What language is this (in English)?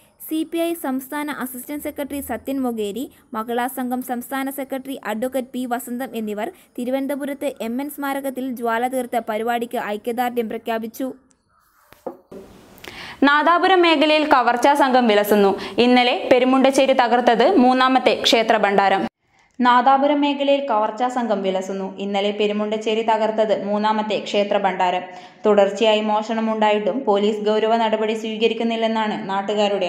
Malayalam